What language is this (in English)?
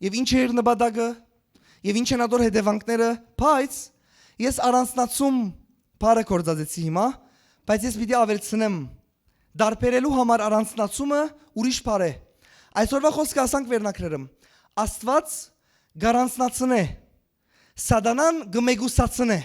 Western Armenian